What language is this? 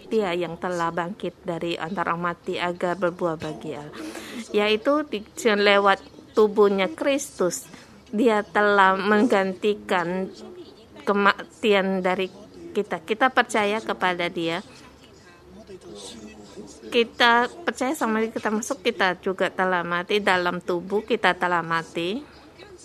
Indonesian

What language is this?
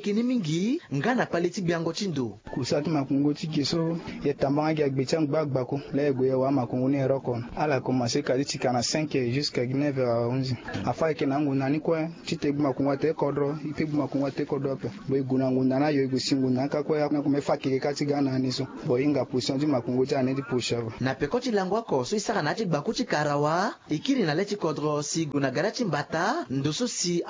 Sango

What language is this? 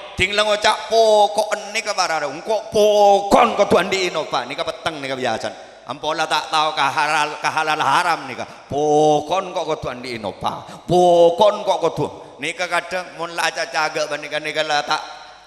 Madurese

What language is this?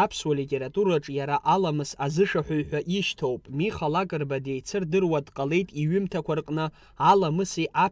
Abkhazian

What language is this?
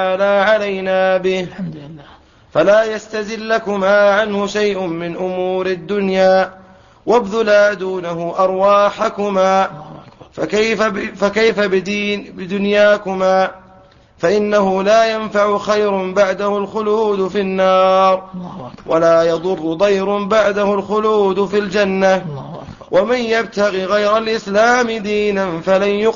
Arabic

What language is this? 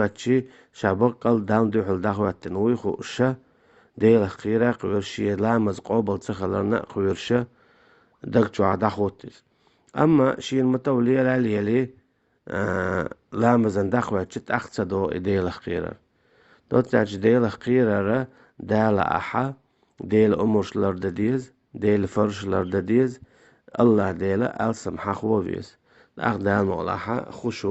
Chechen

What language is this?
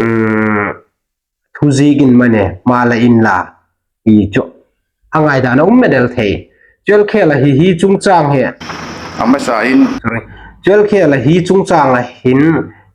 Hmar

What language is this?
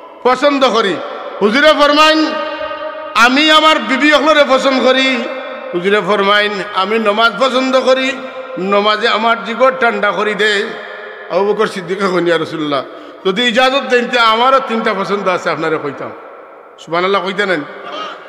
Sylheti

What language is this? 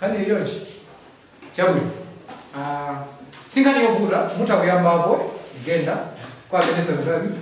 Nyanja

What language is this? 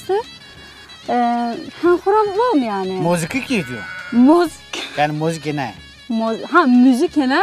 Zaza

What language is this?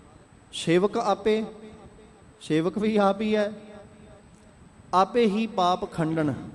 Punjabi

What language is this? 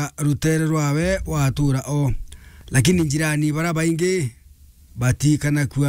Meru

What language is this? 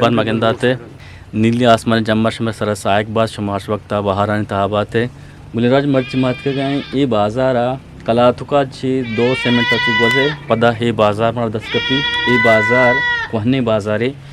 Eastern Balochi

